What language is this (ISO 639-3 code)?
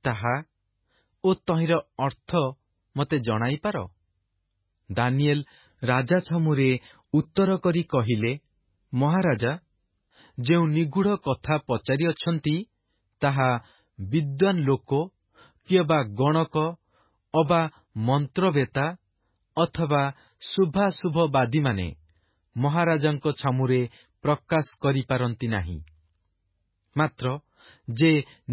ori